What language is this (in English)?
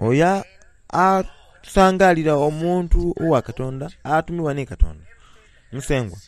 Soga